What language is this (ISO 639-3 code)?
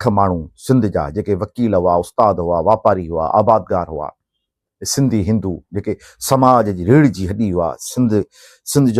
snd